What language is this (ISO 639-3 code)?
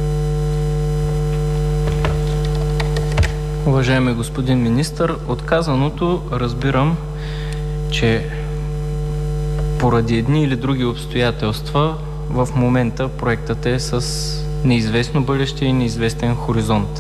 bul